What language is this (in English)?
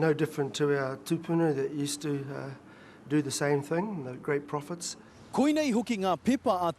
Māori